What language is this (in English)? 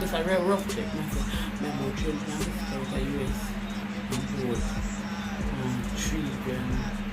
Jamaican Creole English